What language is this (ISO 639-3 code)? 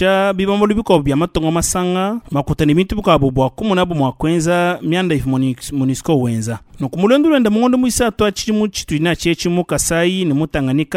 lua